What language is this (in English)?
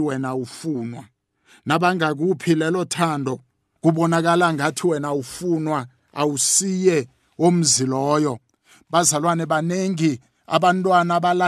South Ndebele